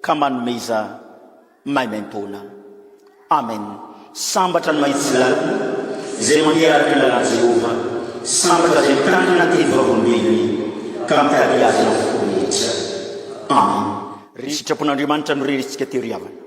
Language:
Malagasy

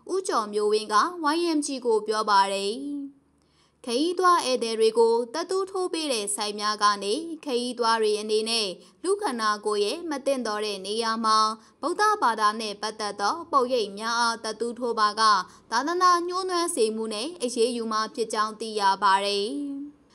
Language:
Burmese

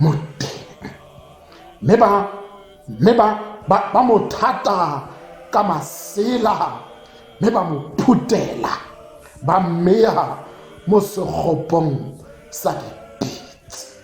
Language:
Tswana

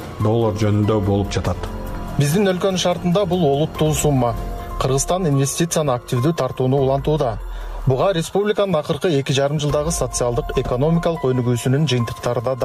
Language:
Kyrgyz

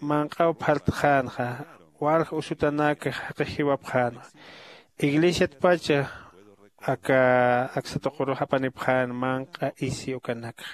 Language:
Aymara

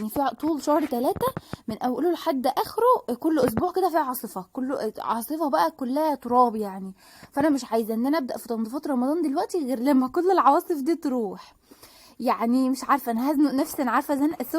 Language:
Egyptian Arabic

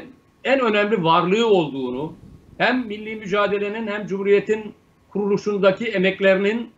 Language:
Turkish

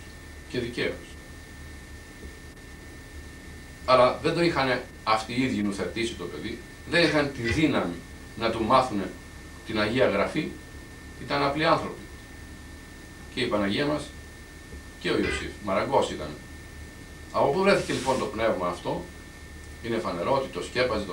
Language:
Greek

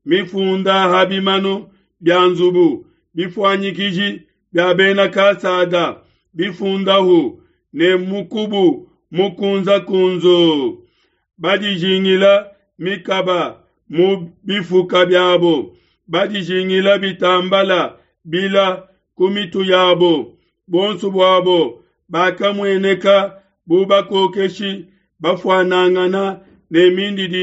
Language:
Luba-Lulua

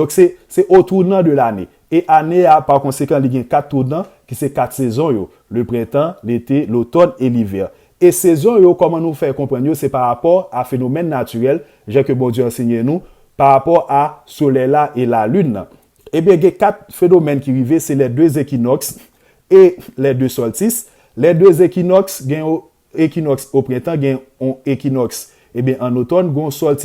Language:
Haitian Creole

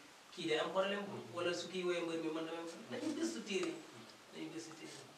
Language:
Wolof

